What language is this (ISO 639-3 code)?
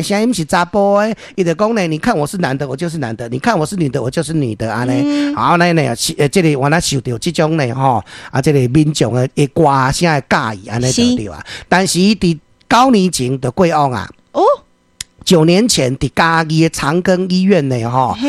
nan